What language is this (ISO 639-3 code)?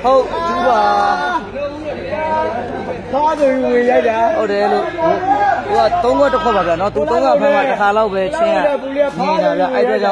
mya